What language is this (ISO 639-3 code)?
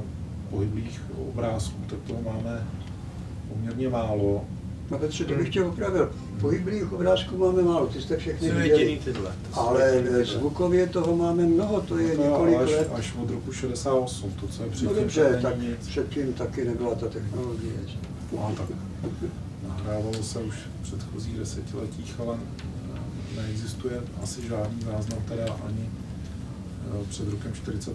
ces